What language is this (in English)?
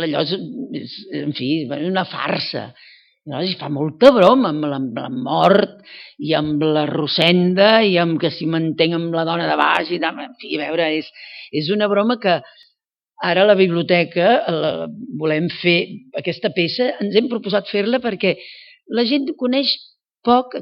Catalan